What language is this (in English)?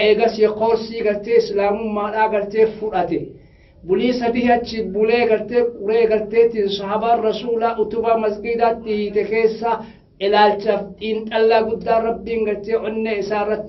Oromo